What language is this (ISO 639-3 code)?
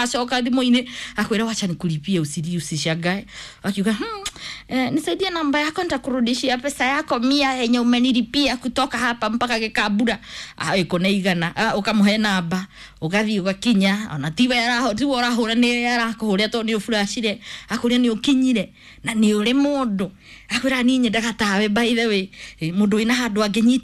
kik